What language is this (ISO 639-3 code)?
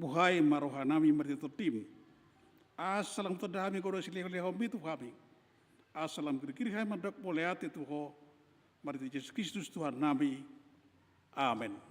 bbc